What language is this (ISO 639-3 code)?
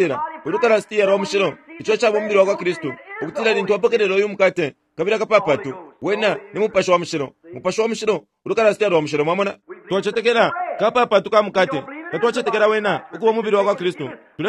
bem